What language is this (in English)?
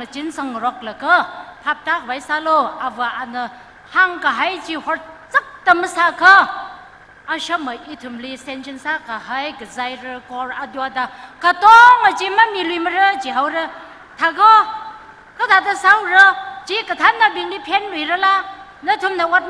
Tangkhul Naga (India)